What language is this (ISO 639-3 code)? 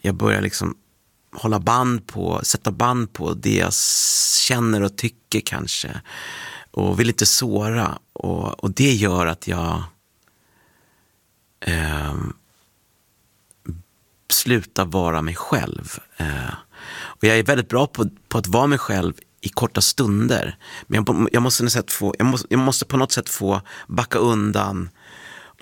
swe